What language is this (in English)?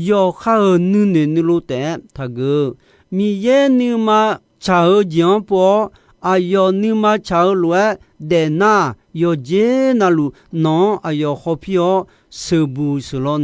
Akha